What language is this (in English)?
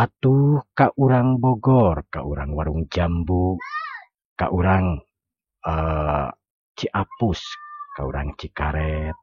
Sundanese